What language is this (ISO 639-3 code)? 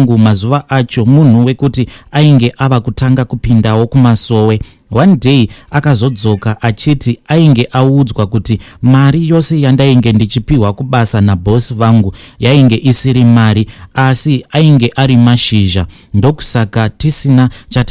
sna